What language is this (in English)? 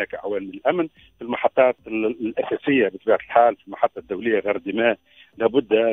Tunisian Arabic